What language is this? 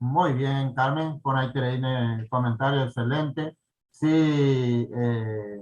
Guarani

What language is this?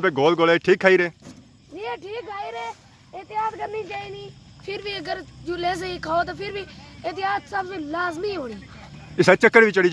Pahari-Potwari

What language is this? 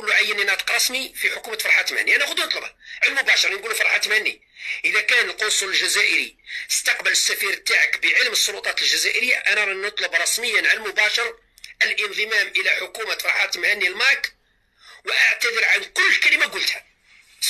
Algerian Arabic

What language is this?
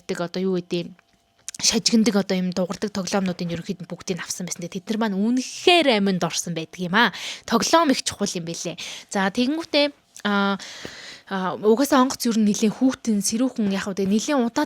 Mongolian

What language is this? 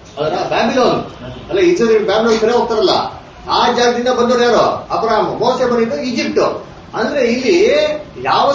Kannada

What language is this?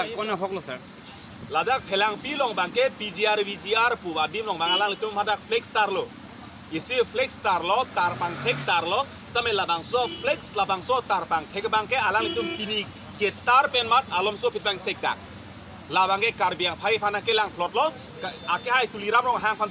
Karbi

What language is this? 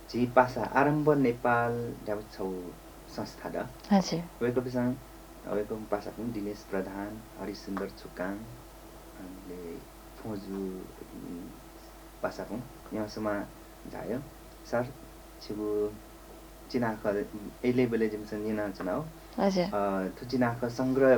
Newari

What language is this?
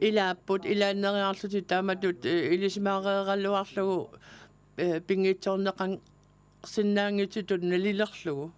Kalaallisut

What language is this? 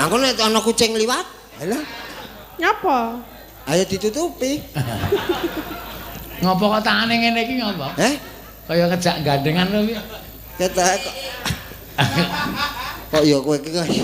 Javanese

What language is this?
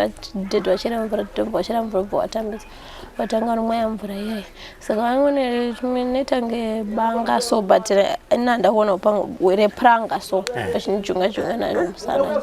Shona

